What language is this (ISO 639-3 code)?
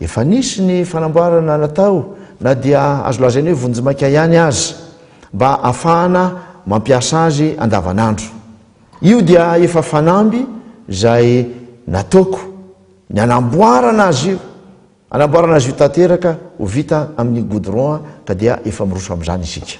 mlg